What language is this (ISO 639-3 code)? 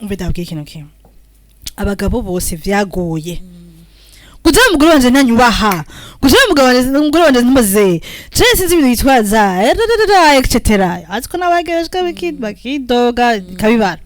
run